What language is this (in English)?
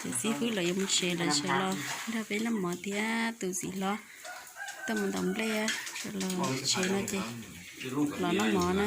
Hmong